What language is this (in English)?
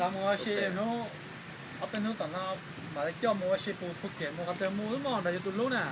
Hmong